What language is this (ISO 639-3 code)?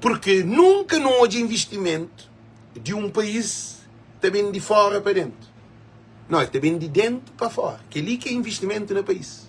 kea